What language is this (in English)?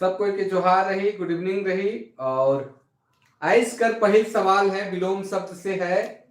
Sadri